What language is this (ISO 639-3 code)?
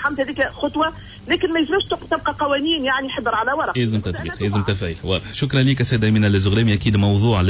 aeb